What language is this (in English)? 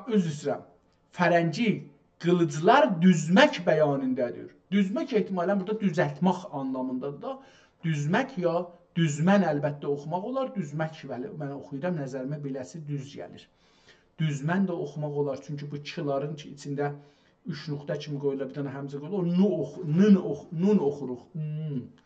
South Azerbaijani